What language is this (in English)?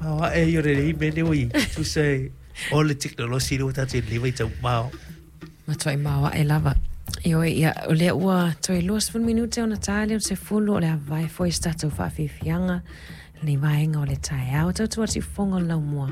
Samoan